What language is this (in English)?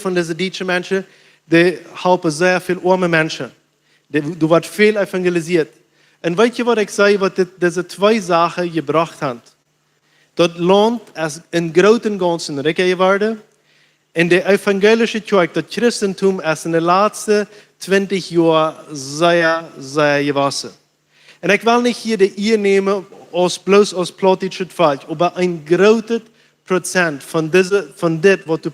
Plautdietsch